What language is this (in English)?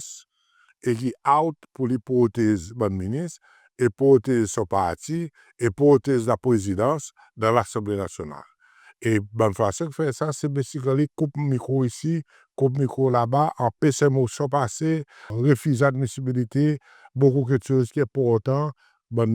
Seselwa Creole French